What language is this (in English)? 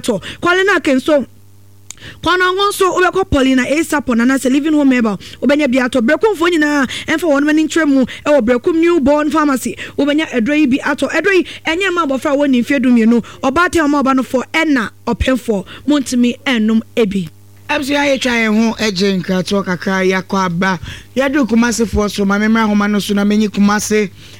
Akan